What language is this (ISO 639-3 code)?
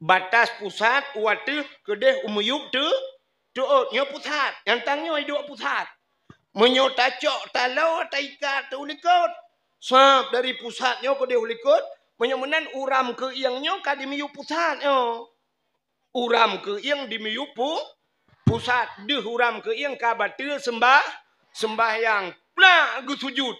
ace